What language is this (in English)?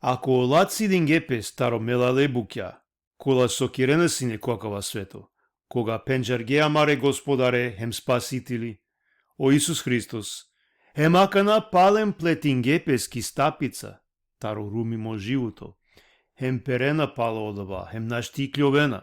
Balkan Romani